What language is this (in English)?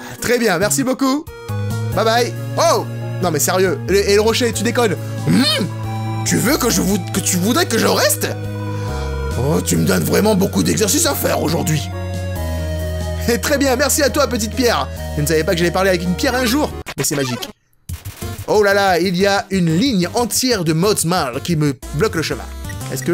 French